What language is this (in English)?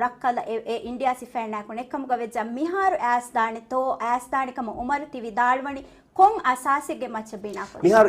Divehi